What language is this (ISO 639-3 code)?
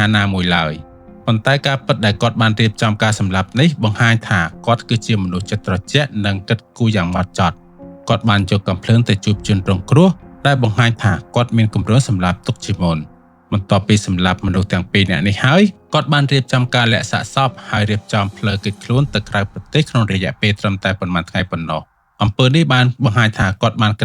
khm